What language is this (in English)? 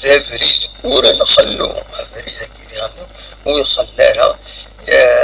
Kabyle